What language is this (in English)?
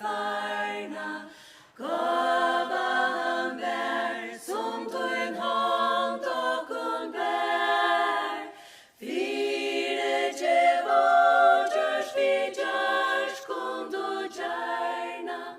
Faroese